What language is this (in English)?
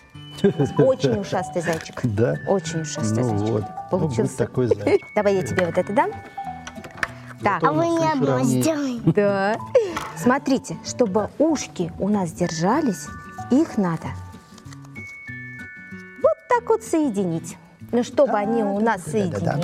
Russian